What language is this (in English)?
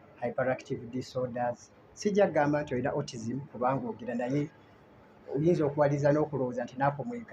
Ganda